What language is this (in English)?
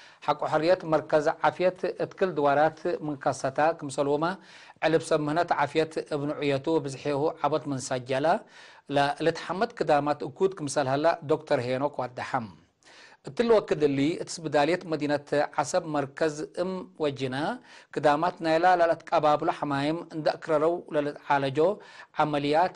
Tigre